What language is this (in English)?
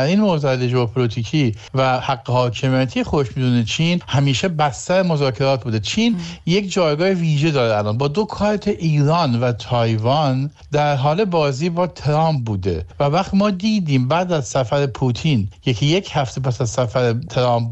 Persian